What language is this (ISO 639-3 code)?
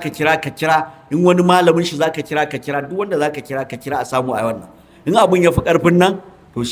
hau